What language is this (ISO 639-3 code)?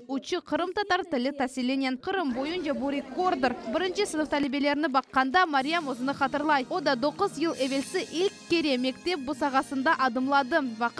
crh